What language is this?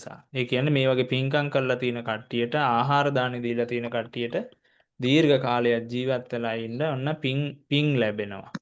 Sinhala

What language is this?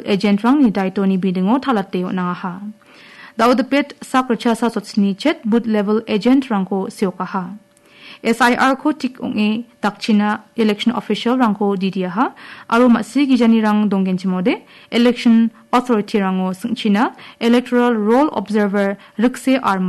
Garo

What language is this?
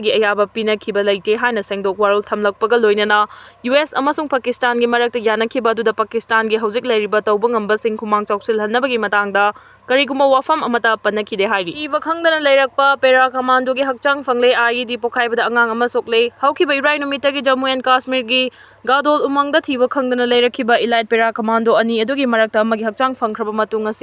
Manipuri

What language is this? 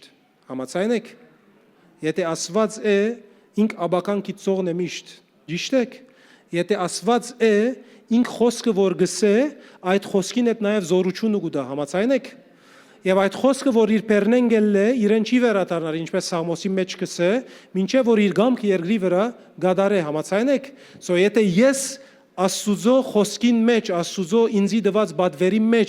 Western Armenian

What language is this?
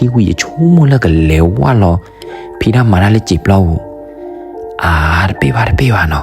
S'gaw Karen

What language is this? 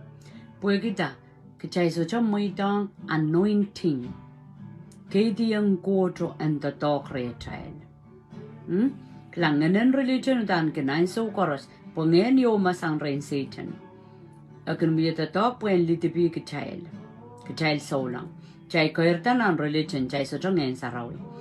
Pohnpeian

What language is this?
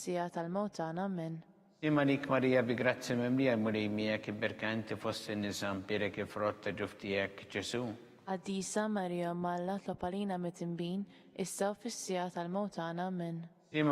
Maltese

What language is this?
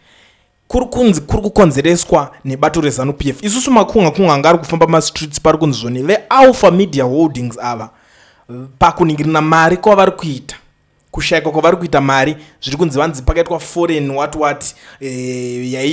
Shona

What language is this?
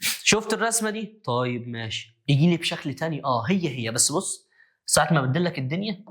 Egyptian Arabic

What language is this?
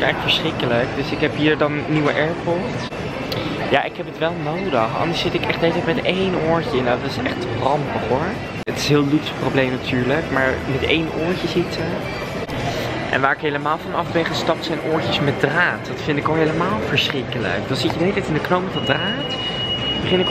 Dutch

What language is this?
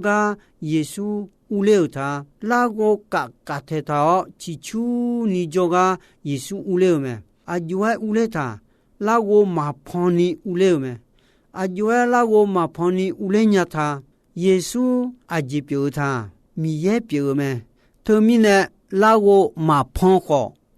Akha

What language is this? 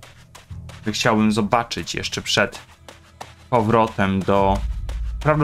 Polish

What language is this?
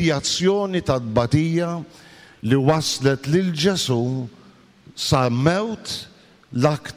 Maltese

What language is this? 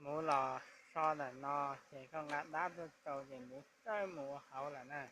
Hmong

